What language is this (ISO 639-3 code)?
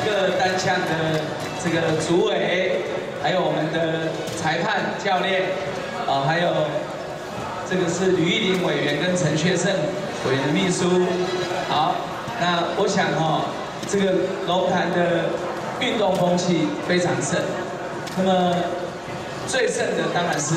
zho